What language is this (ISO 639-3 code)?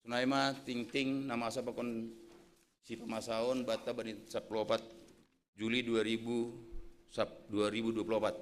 bts